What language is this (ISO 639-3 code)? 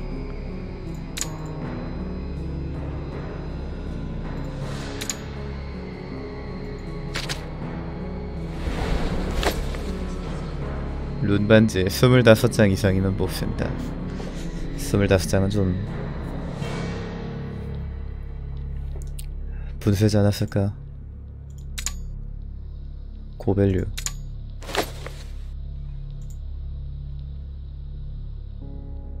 kor